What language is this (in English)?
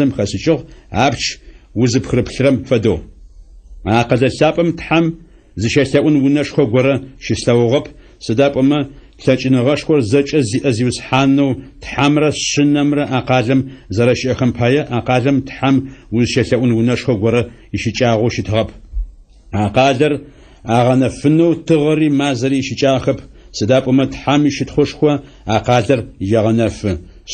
Adyghe